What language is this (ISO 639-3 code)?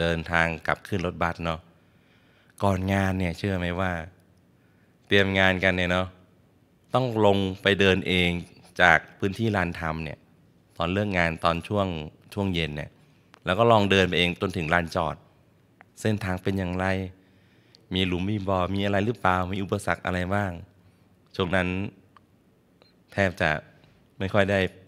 tha